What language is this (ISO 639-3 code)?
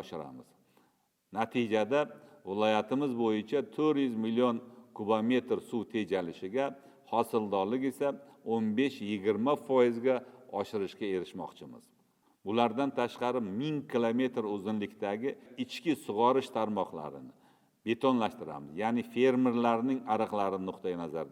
uzb